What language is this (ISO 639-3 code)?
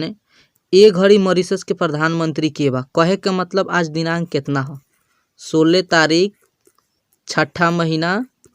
bho